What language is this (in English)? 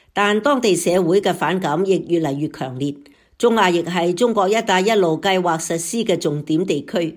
Cantonese